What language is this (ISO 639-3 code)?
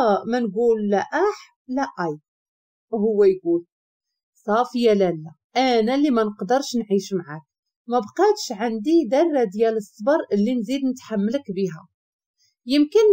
ary